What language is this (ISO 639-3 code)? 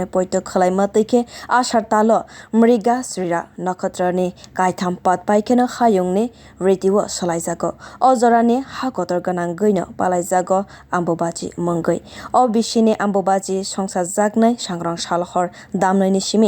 trp